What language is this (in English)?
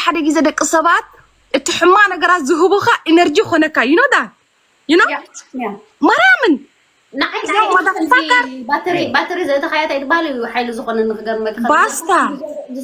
Tigrinya